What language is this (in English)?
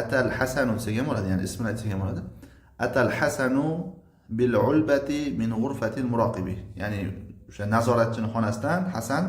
Uzbek